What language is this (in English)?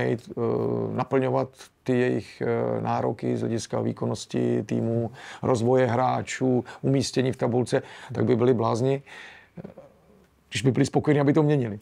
Czech